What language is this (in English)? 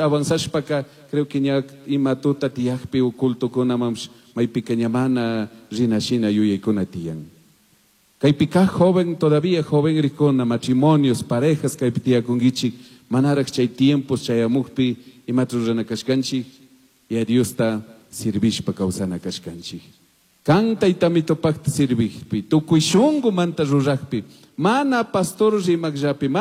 Chimborazo Highland Quichua